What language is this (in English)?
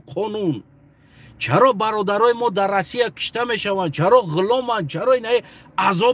Tajik